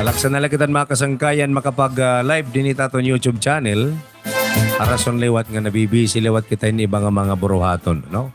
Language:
Waray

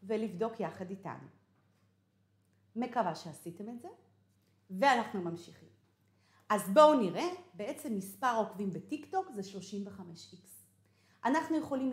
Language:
Hebrew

